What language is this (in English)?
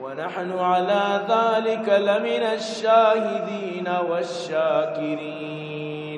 Eastern Balochi